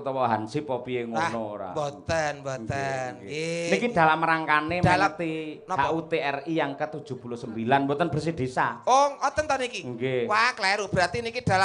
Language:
Javanese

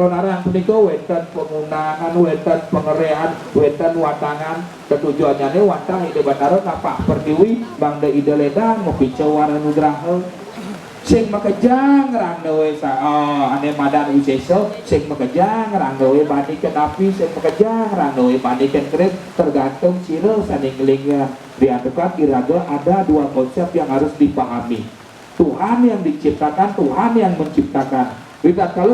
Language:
Balinese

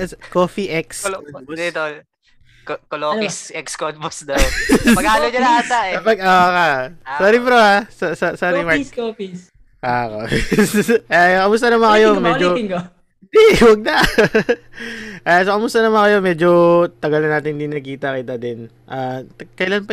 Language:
Filipino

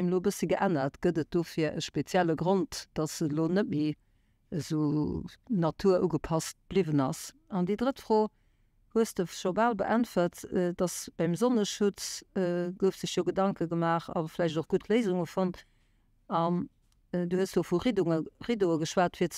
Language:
Luxembourgish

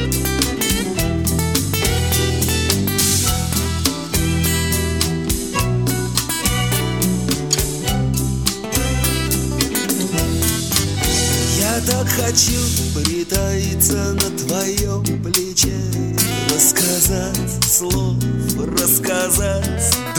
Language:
Russian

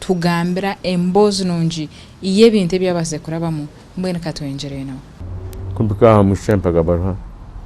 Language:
Nyankole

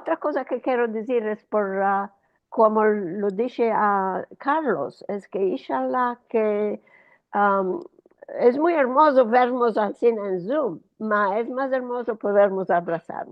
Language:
Ladino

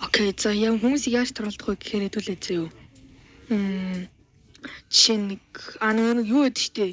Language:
Mongolian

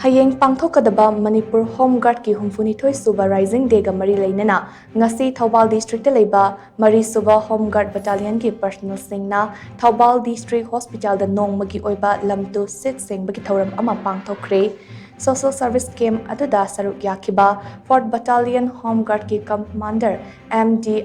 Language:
Manipuri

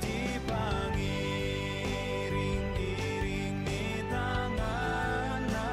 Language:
Batak Toba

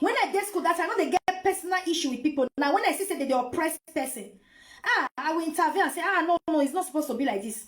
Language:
Nigerian Pidgin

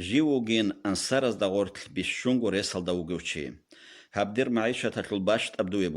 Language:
Avaric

